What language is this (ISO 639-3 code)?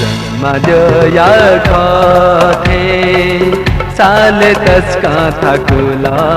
new